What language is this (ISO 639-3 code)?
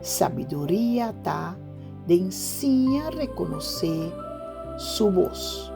pap